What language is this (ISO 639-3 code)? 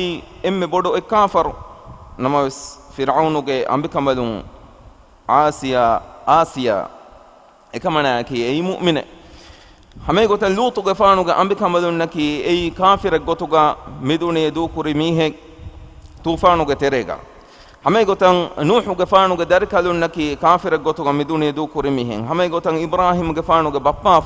div